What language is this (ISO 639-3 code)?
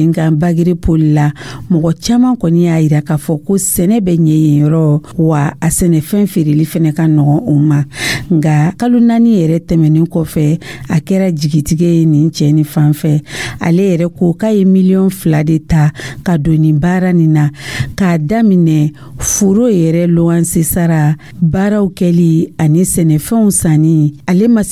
dyu